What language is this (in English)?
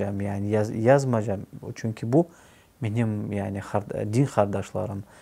Crimean Tatar